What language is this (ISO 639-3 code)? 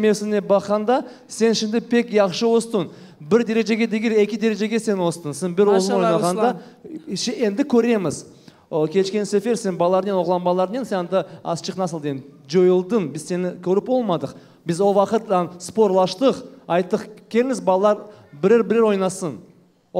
crh